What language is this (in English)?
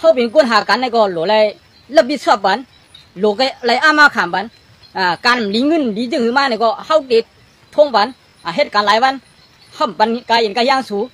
Shan